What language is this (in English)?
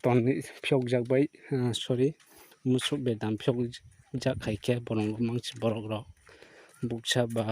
Kok Borok